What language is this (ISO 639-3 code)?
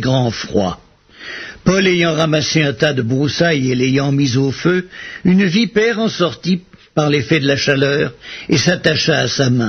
fra